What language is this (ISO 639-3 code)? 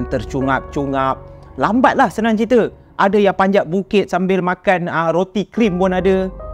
msa